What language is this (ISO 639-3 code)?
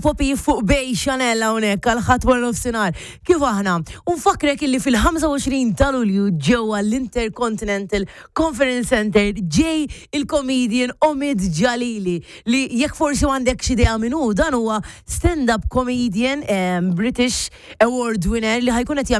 mlt